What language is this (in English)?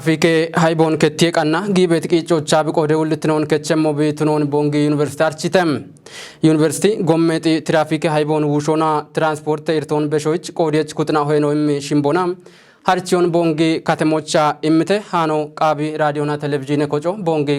Kafa